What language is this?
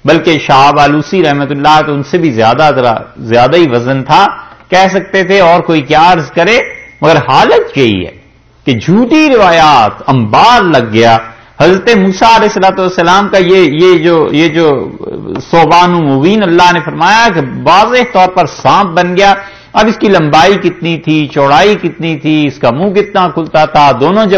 Urdu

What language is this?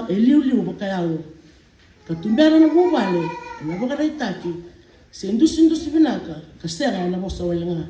Fijian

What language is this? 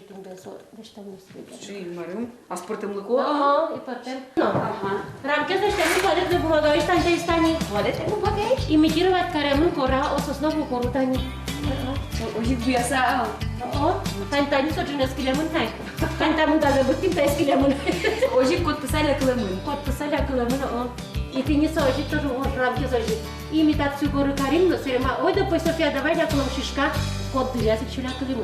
Udmurt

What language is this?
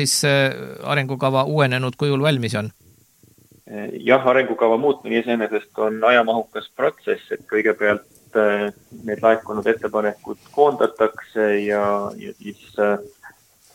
Estonian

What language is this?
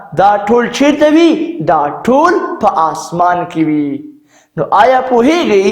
Pashto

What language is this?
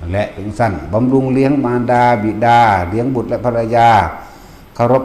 Northeastern Thai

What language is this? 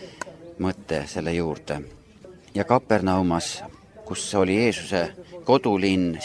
Estonian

